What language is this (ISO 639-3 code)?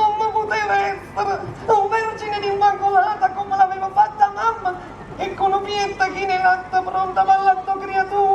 nap